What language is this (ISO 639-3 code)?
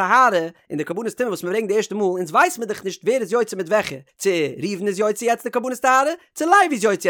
yid